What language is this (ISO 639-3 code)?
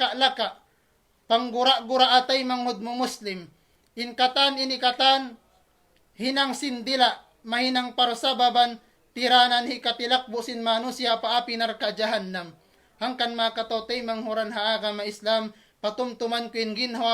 tsg